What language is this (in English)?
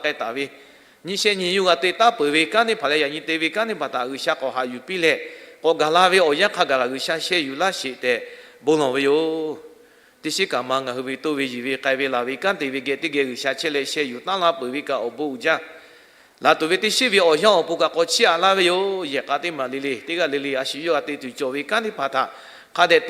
Lahu